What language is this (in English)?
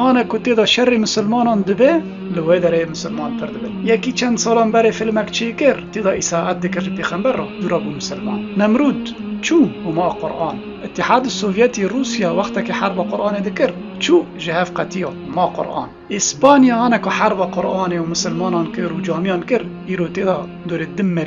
Kurdish